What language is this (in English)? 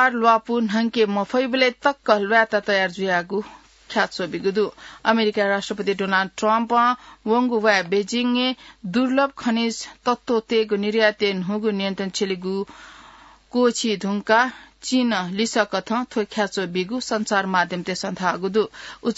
Newari